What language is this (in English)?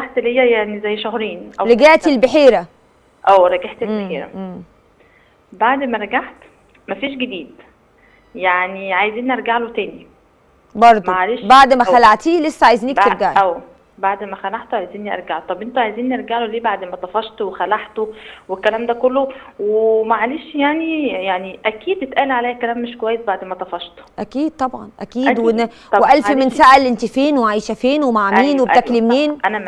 Egyptian Arabic